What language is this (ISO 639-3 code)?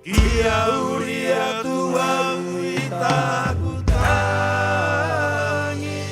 rap